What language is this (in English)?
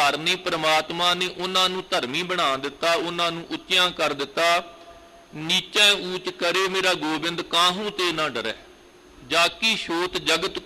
Punjabi